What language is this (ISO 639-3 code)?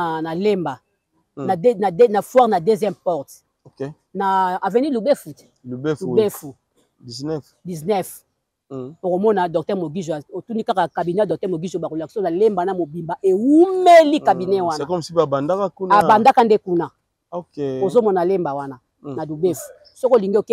lin